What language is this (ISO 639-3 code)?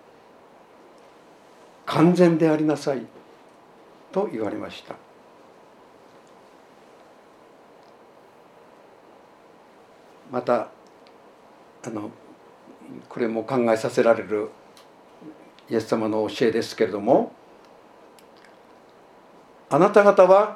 jpn